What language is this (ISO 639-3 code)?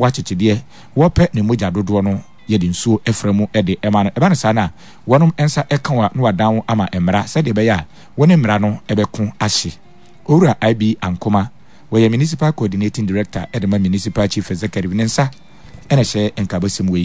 aka